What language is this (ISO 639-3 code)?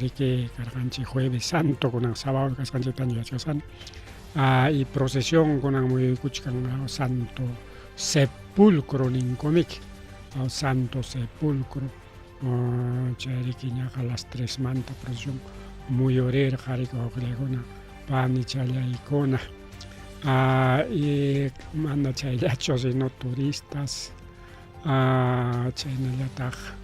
quy